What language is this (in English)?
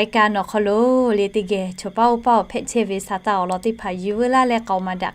Lahu